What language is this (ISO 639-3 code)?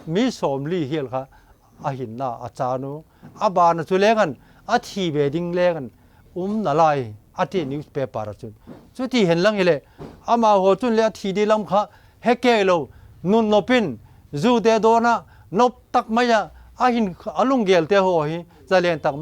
vap